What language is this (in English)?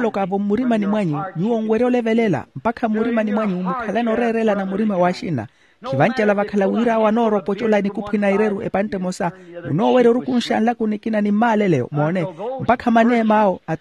Makhuwa